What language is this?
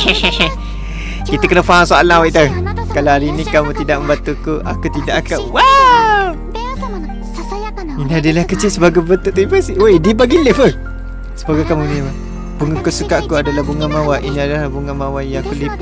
Malay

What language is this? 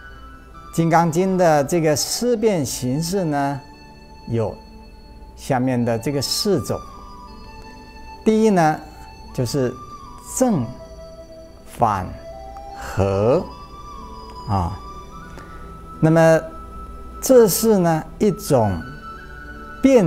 Chinese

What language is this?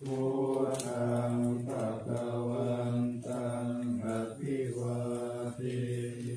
Pali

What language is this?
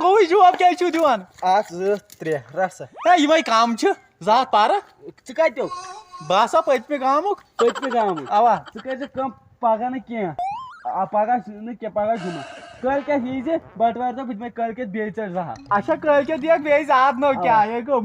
Kashmiri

